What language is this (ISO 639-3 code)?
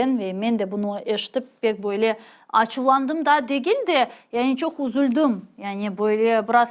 crh